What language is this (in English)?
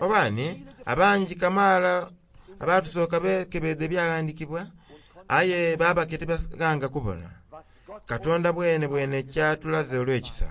Soga